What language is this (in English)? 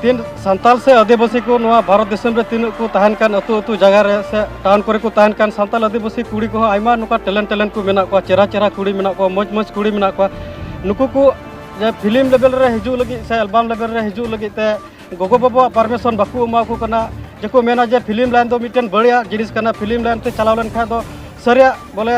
Santali